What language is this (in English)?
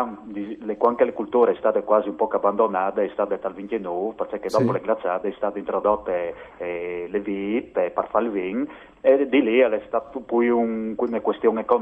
Friulian